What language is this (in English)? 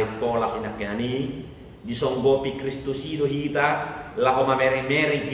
Batak Toba